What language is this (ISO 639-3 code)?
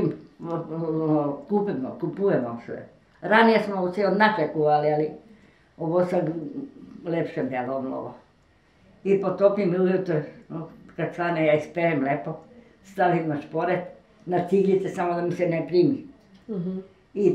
srp